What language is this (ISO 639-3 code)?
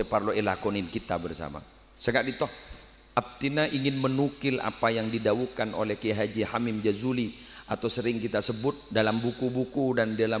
mad